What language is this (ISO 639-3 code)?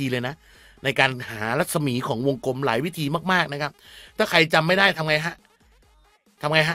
tha